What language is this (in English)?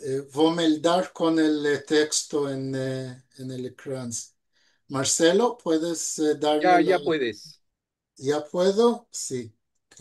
Ladino